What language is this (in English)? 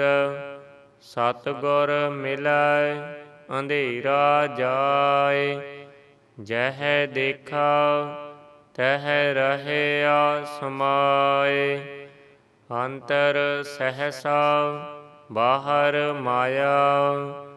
Punjabi